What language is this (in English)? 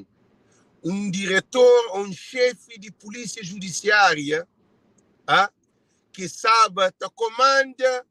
Kabuverdianu